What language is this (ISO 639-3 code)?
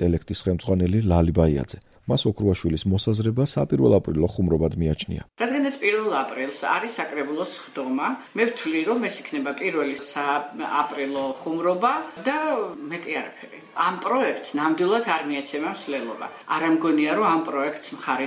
kat